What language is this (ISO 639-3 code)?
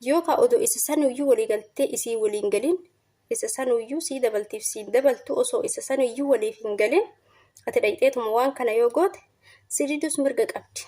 orm